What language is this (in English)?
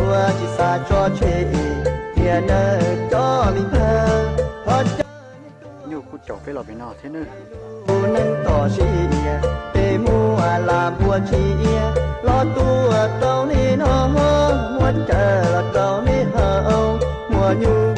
Hmong